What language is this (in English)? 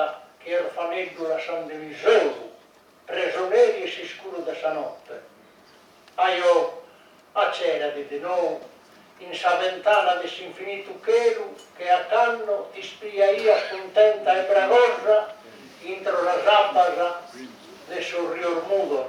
Sardinian